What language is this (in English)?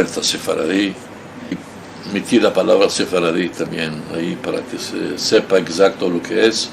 Ladino